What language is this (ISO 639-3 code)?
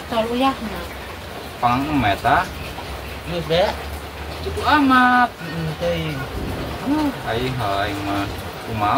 sun